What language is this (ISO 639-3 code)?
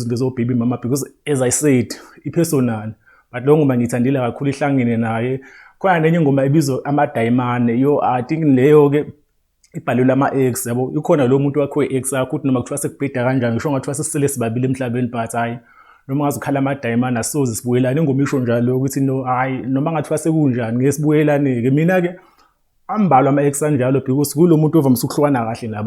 zul